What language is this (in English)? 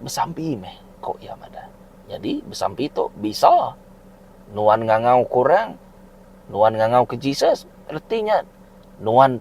Iban